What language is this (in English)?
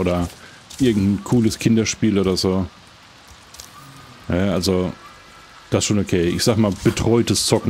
German